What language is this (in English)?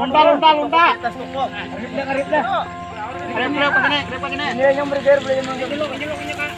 Banjar